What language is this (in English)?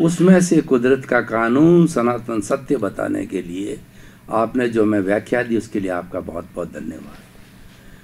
Hindi